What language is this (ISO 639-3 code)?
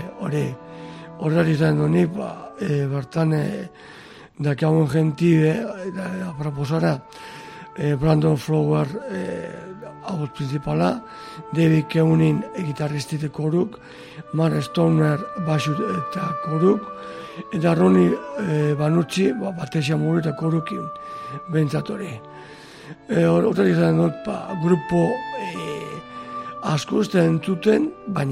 eus